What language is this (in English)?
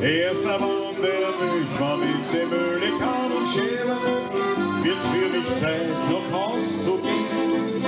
Bavarian